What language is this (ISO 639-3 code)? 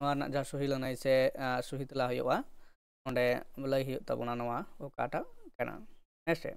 sat